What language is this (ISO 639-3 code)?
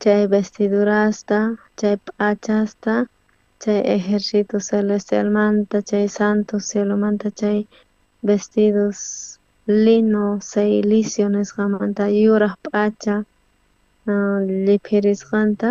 quh